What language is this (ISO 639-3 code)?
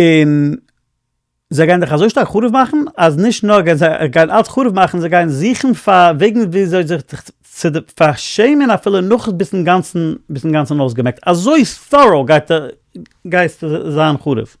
yid